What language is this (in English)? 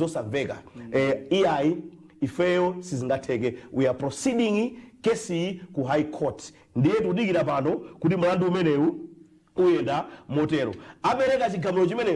Nyanja